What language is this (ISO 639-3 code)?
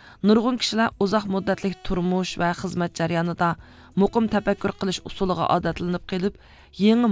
uig